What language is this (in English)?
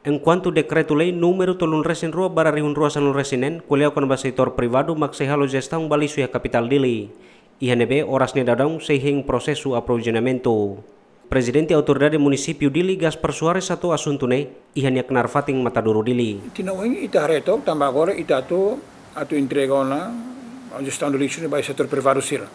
Tetum